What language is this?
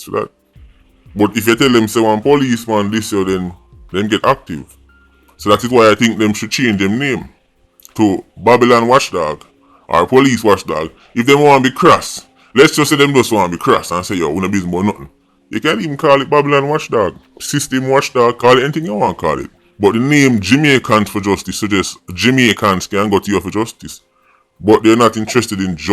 Jamaican Creole English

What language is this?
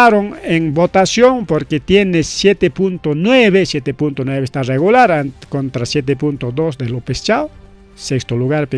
Ayacucho Quechua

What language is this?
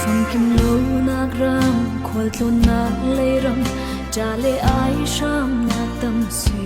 Falam Chin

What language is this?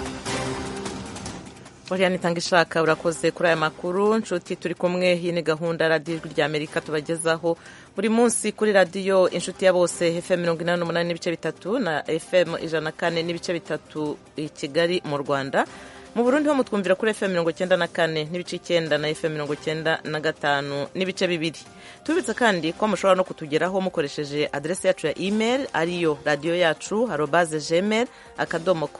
Kinyarwanda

